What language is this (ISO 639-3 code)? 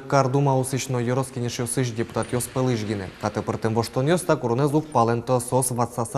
udm